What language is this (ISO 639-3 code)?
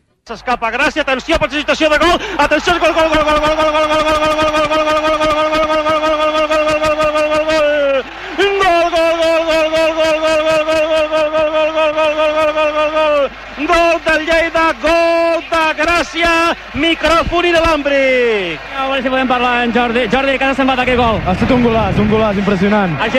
cat